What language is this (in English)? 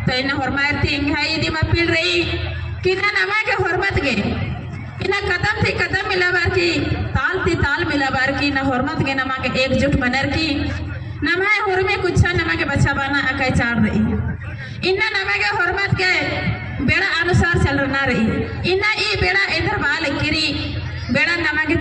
Kurukh